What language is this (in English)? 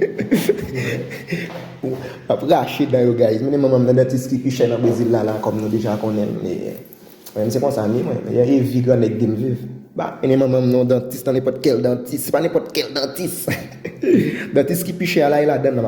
Haitian Creole